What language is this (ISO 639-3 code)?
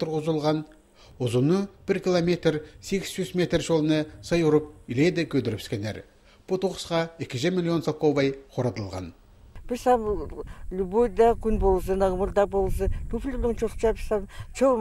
kjh